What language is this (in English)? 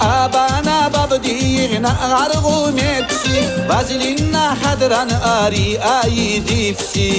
Tabassaran